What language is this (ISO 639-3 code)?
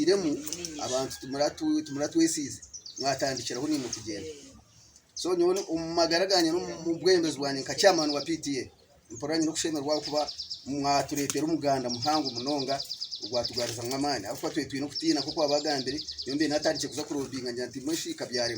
nyn